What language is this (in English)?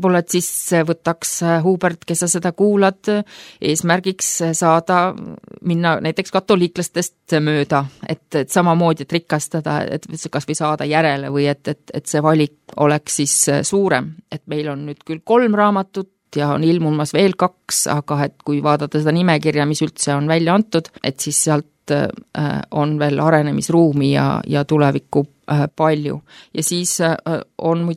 Estonian